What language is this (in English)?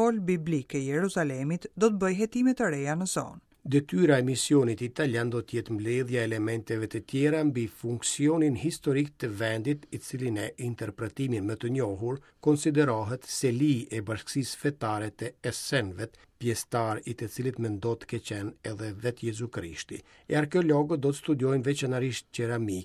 Albanian